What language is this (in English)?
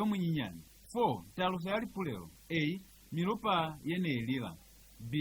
Lozi